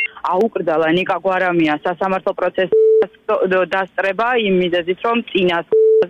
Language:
Georgian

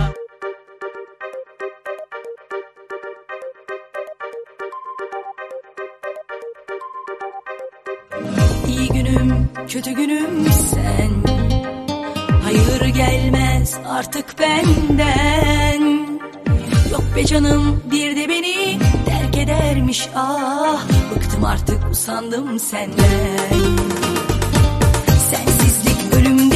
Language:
Turkish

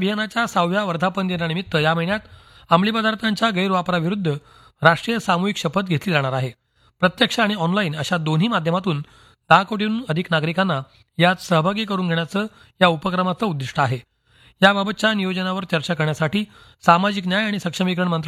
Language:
Marathi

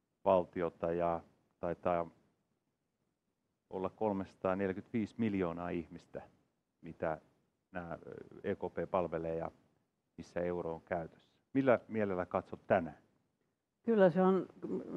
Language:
Finnish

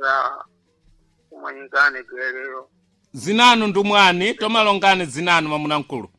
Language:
Sena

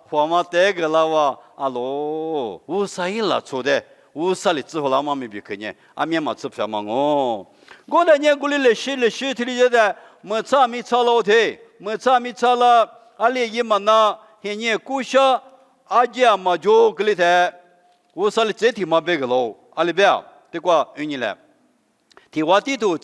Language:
Lisu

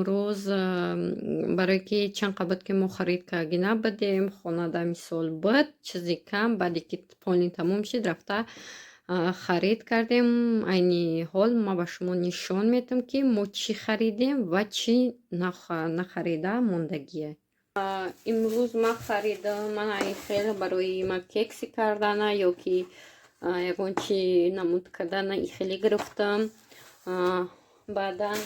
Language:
Tajik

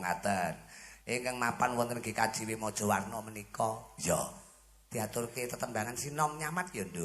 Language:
Javanese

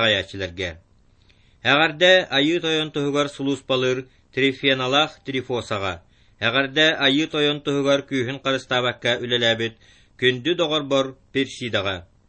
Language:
Yakut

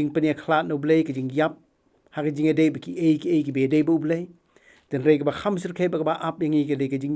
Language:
Khasi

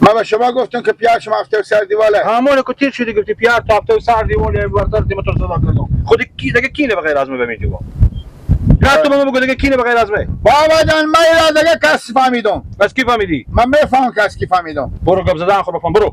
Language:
Persian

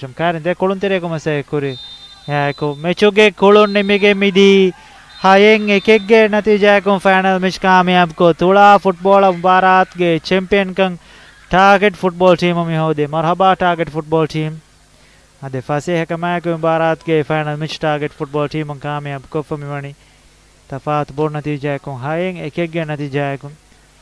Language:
Divehi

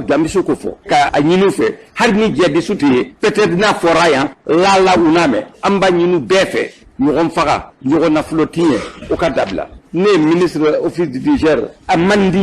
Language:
Bambara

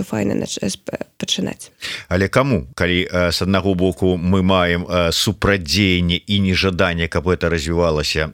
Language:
Belarusian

